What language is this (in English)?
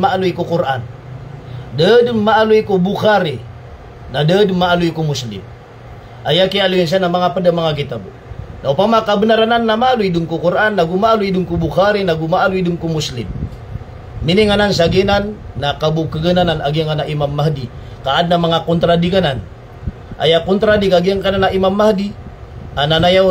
Maranao